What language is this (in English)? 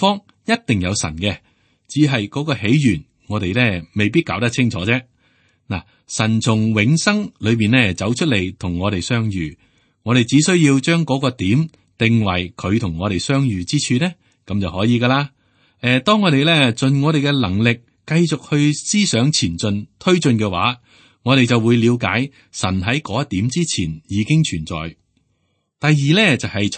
Cantonese